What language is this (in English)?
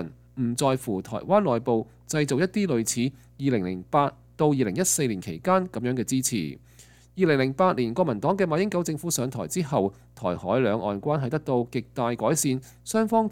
Cantonese